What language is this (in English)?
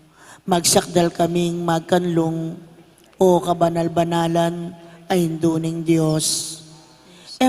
Pampanga